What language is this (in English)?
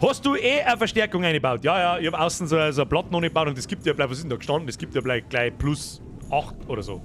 Bavarian